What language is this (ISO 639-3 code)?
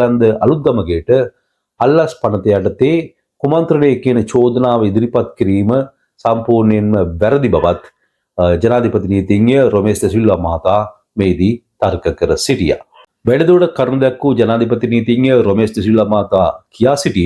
sin